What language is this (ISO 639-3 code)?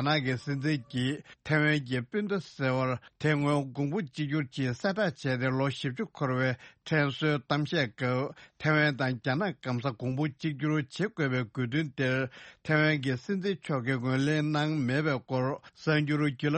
bod